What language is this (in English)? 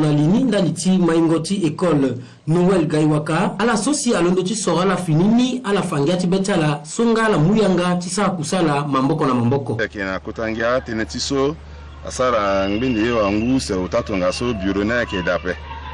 Sango